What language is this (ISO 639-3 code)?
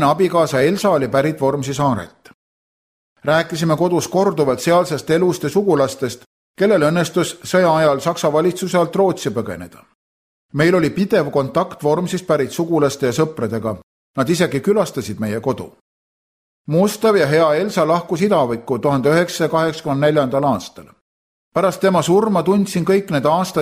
est